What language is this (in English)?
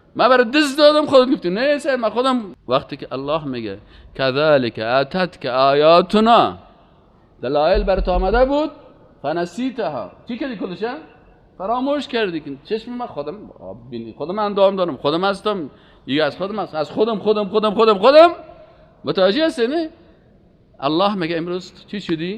Persian